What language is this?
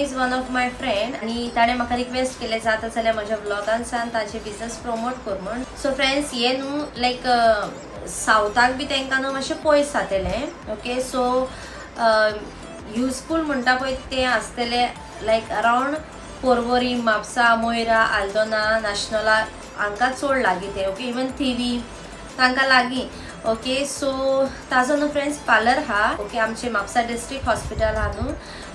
Konkani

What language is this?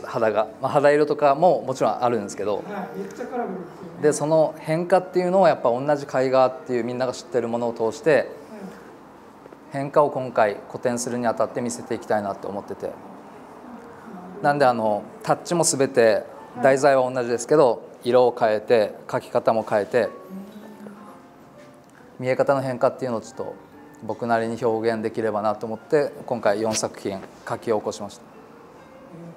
Japanese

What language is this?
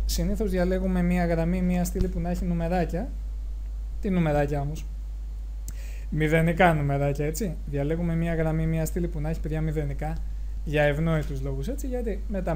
Greek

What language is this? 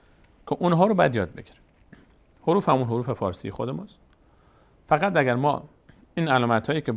Persian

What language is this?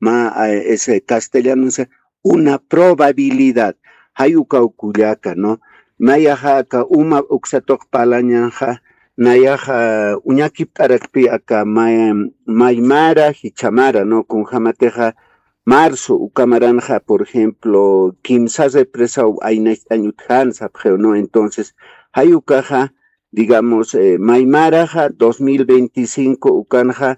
Aymara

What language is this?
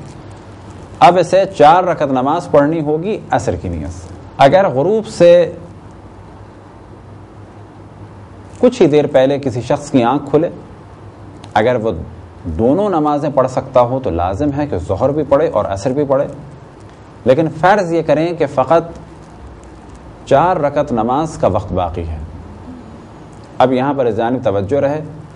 Urdu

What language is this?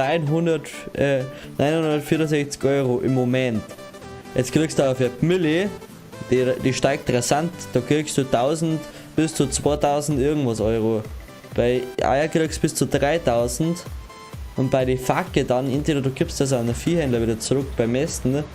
Bavarian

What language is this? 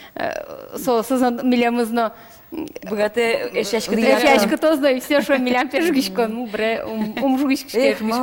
Udmurt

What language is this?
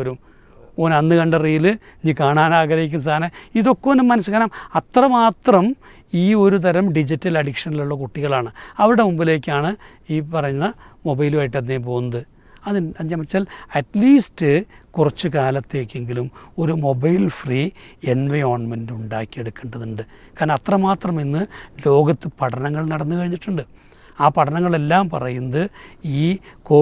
Malayalam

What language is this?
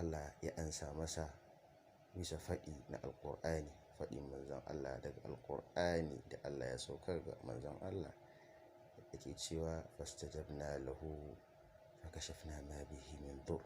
Hausa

